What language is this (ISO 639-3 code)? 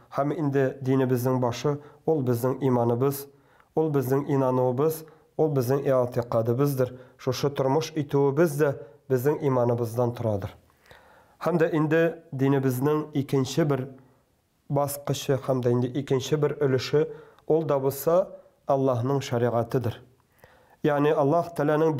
tat